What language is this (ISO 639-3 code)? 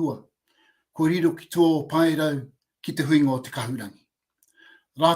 mri